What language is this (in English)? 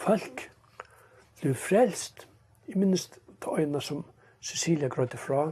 Faroese